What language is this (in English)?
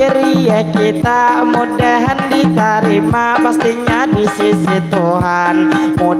Banjar